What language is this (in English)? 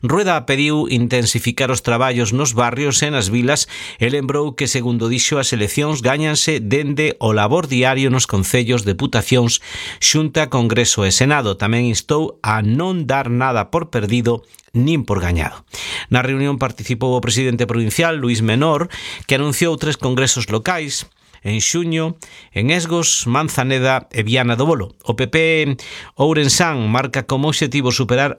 Galician